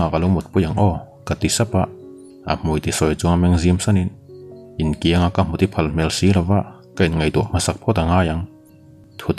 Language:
Mizo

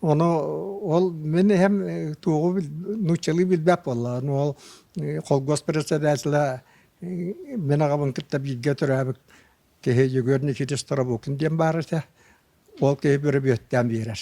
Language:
Yakut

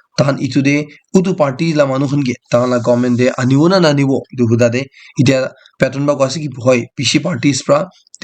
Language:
Naga Pidgin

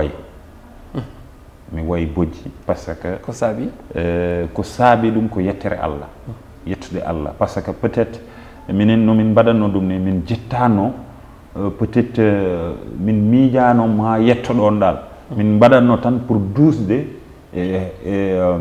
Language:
Fula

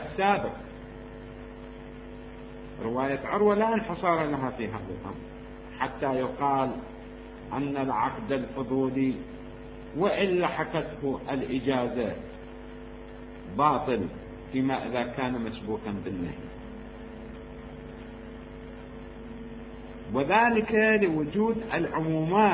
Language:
Arabic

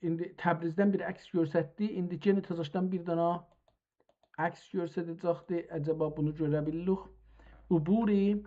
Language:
South Azerbaijani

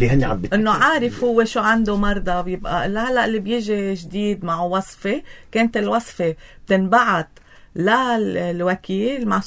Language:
North Levantine Arabic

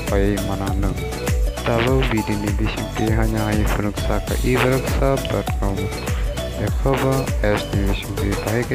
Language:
Kok Borok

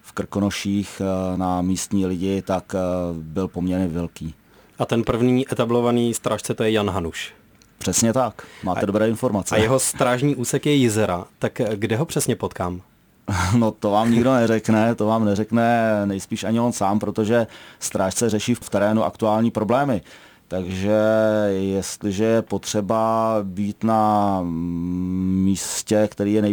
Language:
Czech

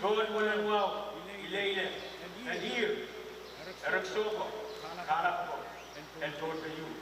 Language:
Pohnpeian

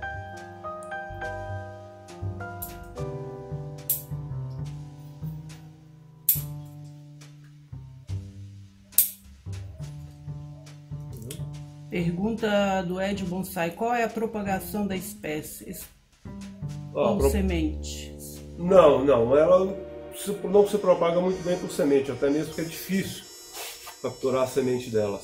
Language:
Portuguese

